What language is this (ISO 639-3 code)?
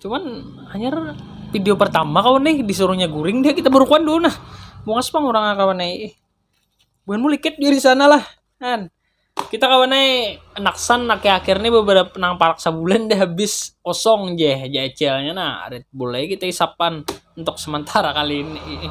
bjn